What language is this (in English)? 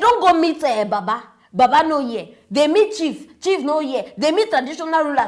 Nigerian Pidgin